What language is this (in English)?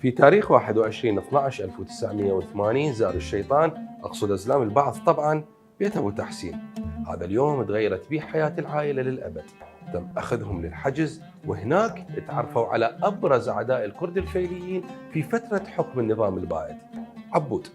Mesopotamian Arabic